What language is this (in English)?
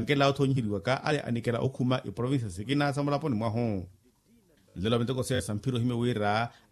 Makhuwa